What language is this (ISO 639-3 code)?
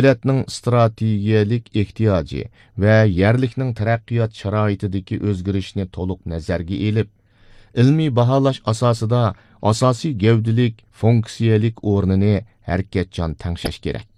uig